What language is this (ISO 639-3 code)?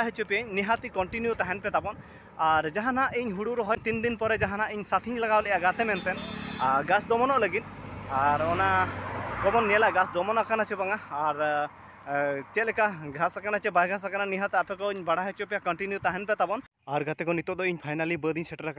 sat